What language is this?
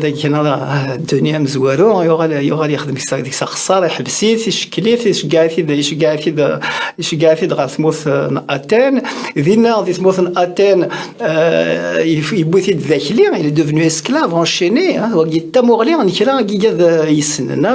Kabyle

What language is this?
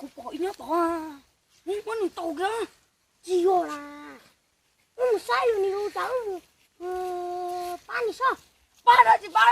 Hmong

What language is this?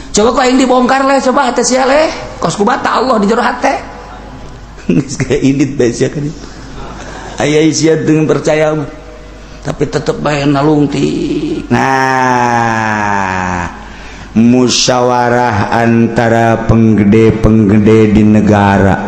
Sundanese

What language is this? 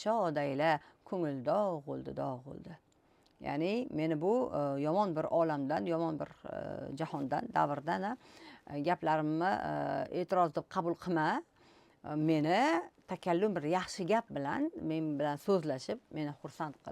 Uzbek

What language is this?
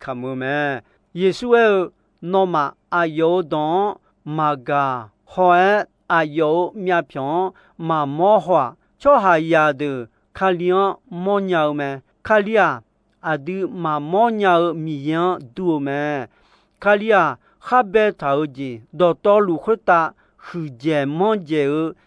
Akha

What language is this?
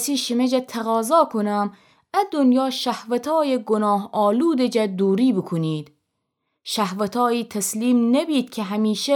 Gilaki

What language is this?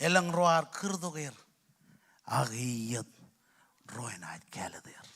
Marshallese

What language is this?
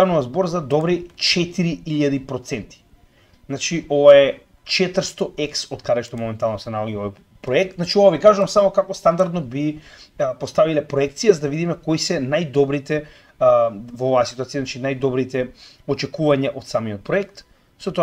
Macedonian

